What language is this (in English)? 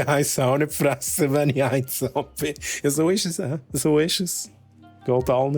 Swiss German